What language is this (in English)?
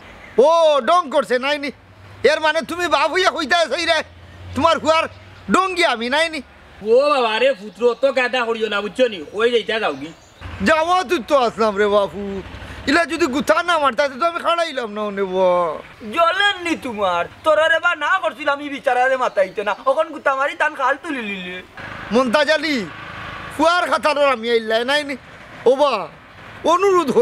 Sylheti